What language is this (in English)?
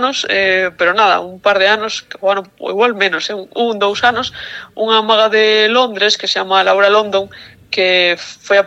Galician